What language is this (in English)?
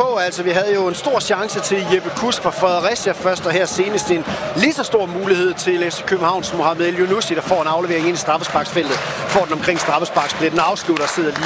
Danish